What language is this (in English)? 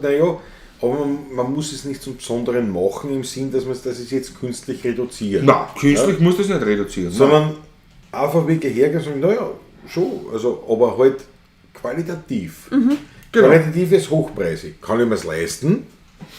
Bavarian